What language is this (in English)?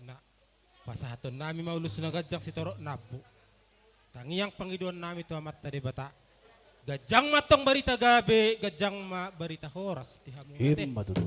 Batak Toba